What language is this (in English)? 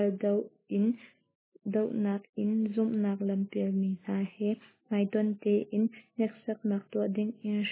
Hakha Chin